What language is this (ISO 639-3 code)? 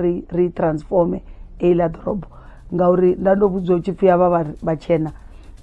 ven